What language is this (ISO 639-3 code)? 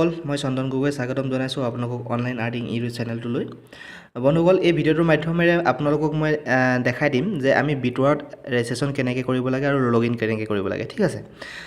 asm